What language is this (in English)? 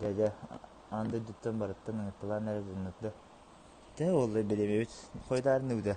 Yakut